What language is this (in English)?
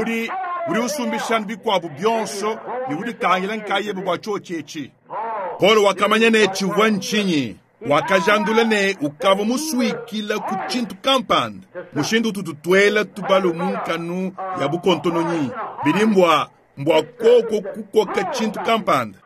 Luba-Lulua